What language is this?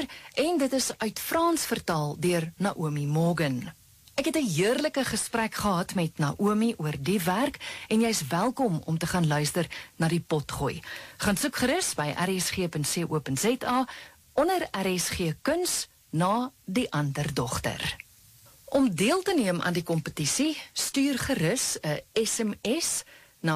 Afrikaans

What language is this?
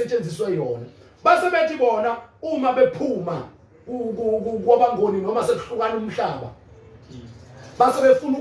Zulu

